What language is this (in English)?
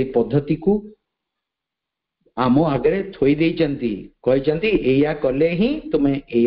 Odia